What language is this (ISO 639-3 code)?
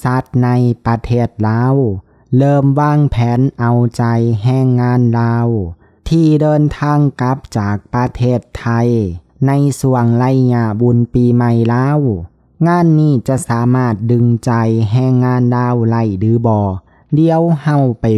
lao